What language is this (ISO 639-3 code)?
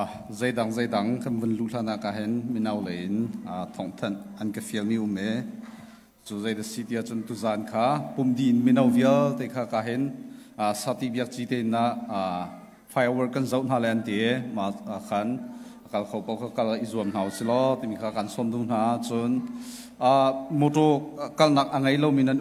cnh